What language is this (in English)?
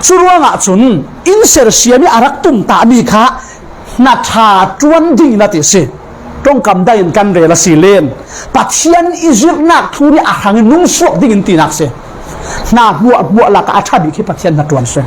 Falam Chin